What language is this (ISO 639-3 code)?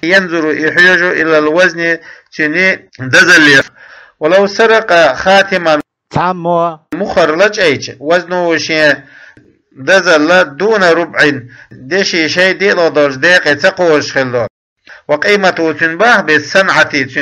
che